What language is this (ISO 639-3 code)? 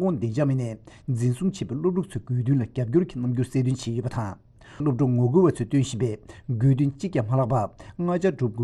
bod